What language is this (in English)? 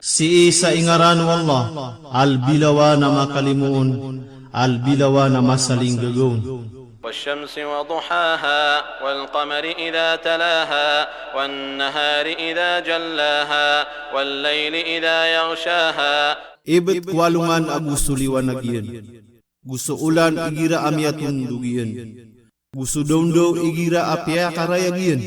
Maranao